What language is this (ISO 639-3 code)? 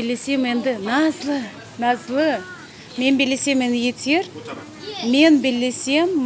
crh